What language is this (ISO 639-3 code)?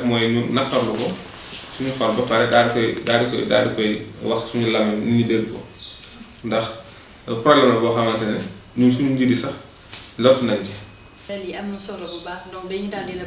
wol